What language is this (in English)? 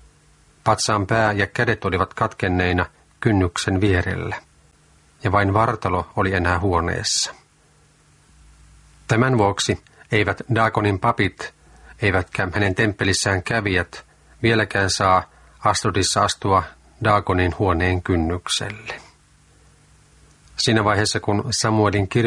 Finnish